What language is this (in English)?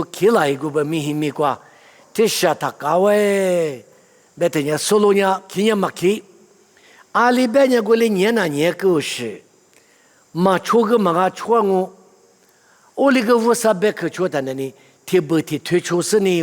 Lisu